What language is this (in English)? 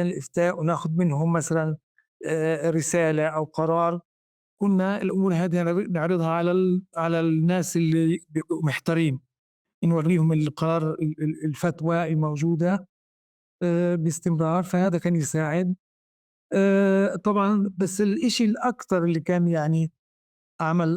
North Levantine Arabic